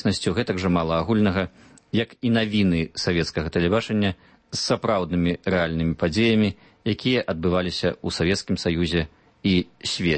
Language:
Belarusian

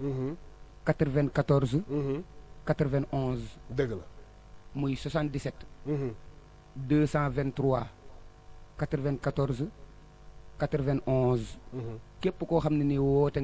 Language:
Wolof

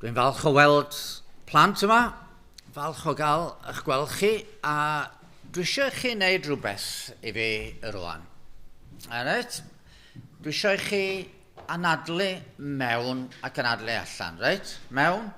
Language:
Welsh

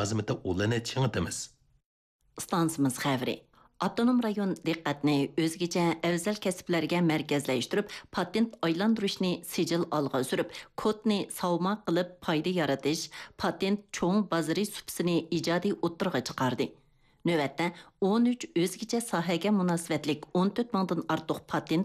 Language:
Uyghur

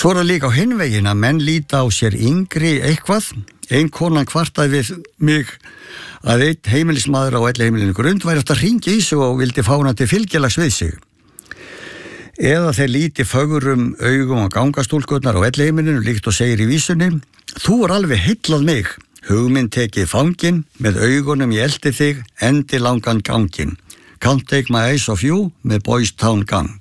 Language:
Icelandic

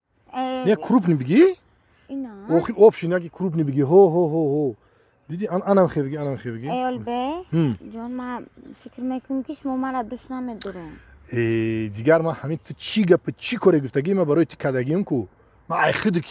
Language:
Tajik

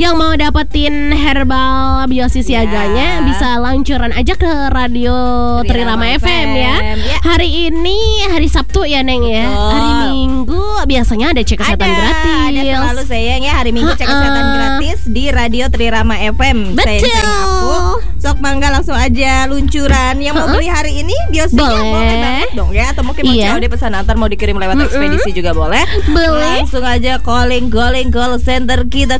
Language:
Indonesian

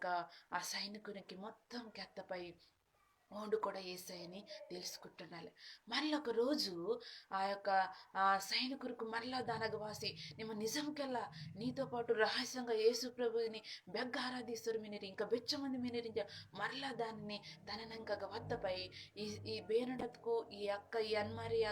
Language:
Koya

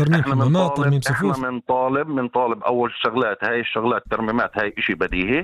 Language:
North Levantine Arabic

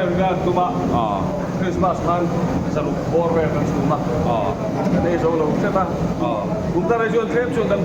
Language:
Mizo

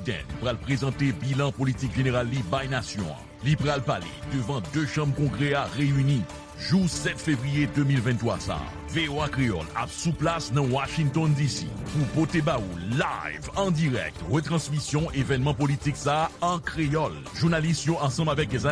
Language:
Haitian Creole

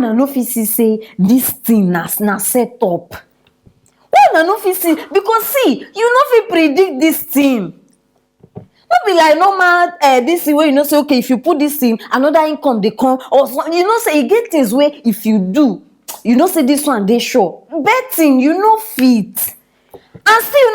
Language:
Nigerian Pidgin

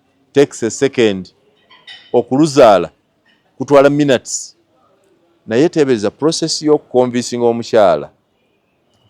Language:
Ganda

